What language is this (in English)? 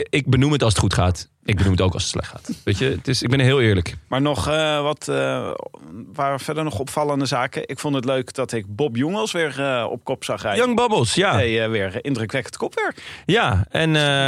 Dutch